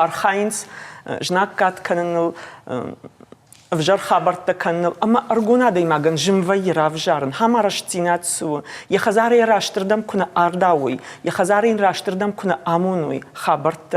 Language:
Ossetic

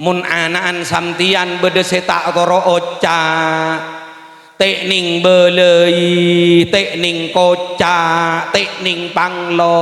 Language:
Madurese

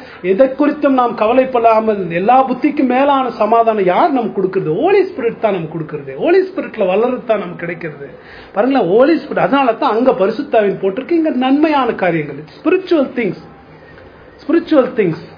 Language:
Tamil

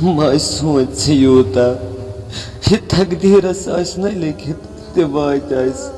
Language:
Kashmiri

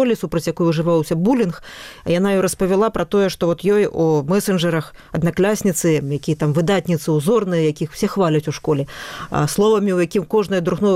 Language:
Belarusian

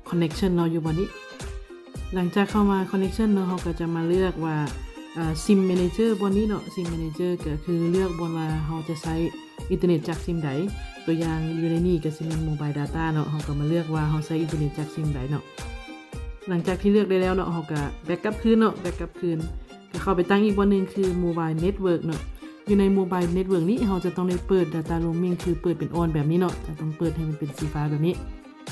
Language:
Lao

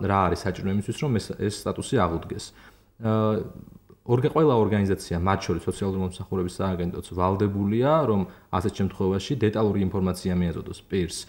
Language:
Georgian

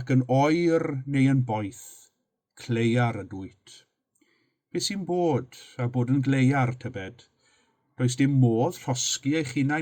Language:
Welsh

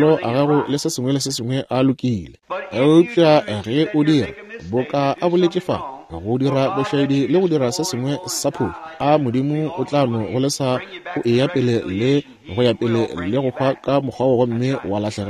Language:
Northern Sotho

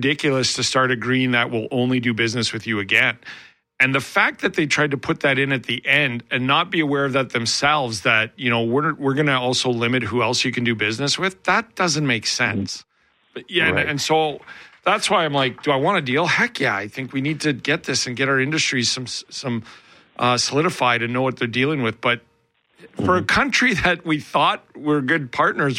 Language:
English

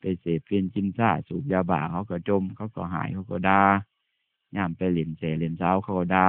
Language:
Northeastern Thai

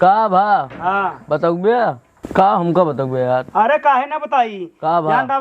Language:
Awadhi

